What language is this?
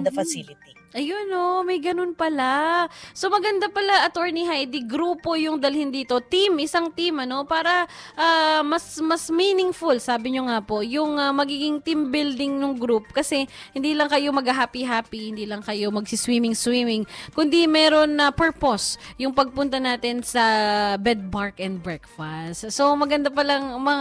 Filipino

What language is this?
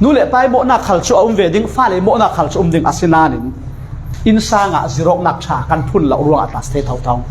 Falam Chin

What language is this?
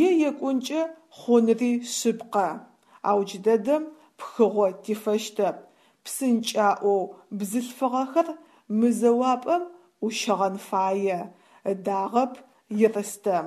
Adyghe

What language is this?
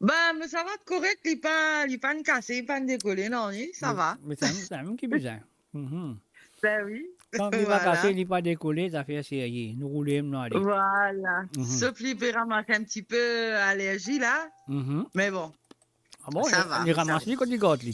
Morisyen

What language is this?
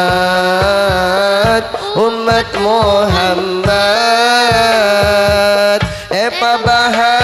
Madurese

